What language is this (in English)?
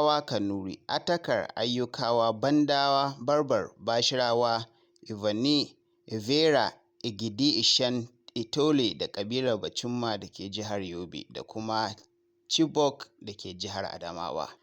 Hausa